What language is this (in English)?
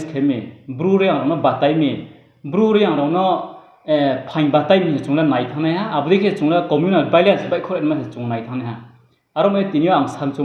Riang (India)